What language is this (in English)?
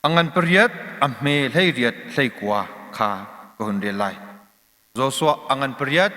Hakha Chin